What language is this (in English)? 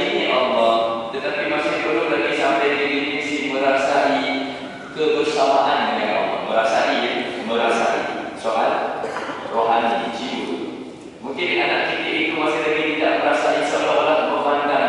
Malay